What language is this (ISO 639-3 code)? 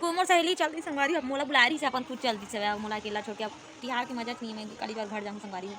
hne